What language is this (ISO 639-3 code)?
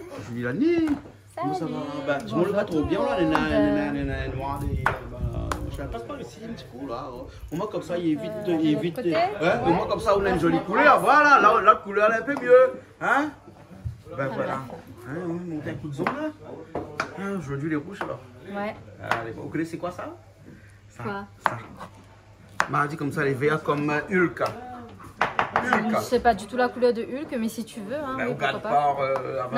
rcf